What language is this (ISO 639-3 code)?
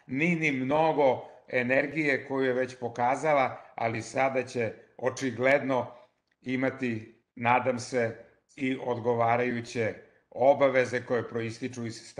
srp